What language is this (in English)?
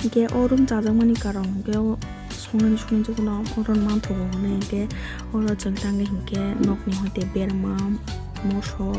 Kok Borok